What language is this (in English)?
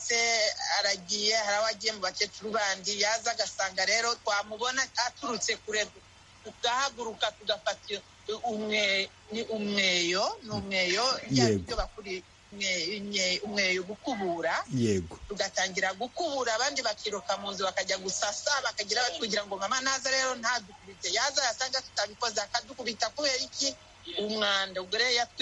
Kinyarwanda